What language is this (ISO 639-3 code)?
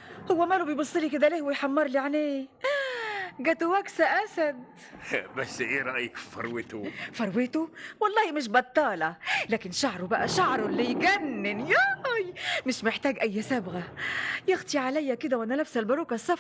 arz